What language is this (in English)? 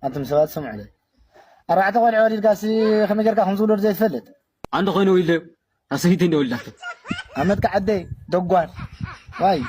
Tigrinya